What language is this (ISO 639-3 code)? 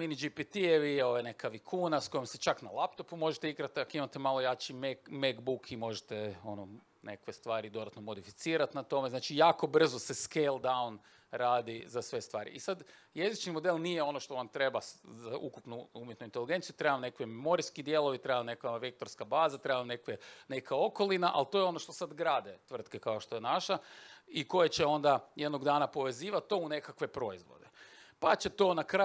hrv